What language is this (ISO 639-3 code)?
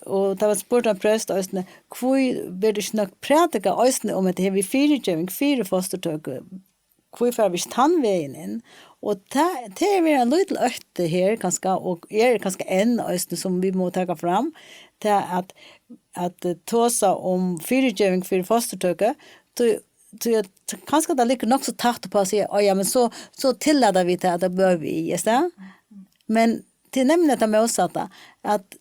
fao